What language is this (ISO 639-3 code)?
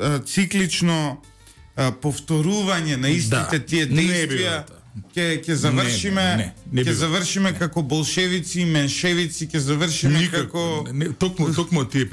mkd